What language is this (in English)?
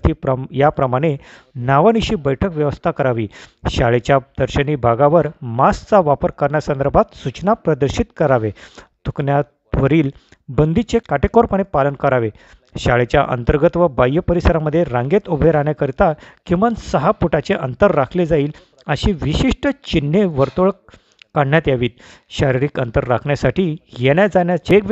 Marathi